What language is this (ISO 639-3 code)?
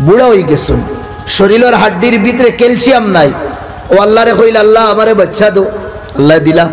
syl